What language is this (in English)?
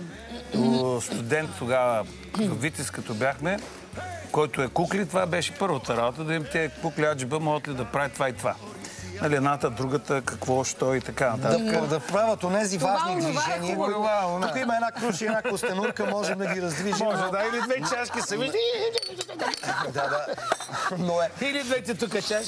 Bulgarian